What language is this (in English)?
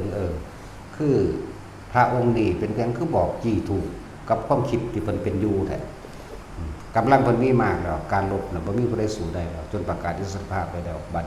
Northeastern Thai